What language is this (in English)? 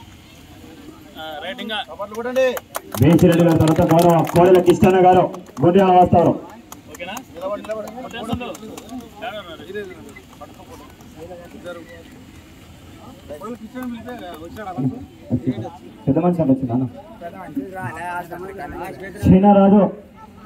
Telugu